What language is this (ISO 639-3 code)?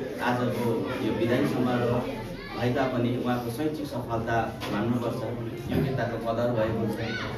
nep